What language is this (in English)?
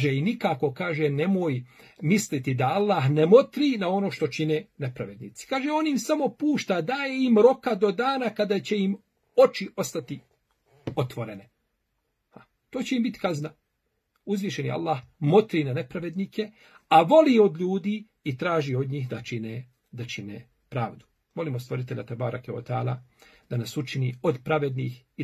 Bosnian